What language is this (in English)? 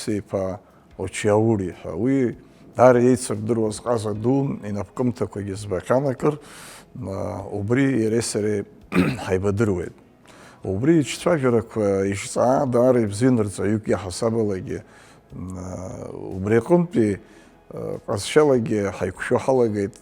Abkhazian